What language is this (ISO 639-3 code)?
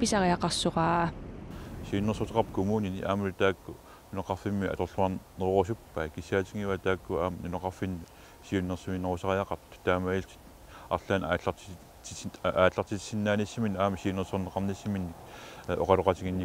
kal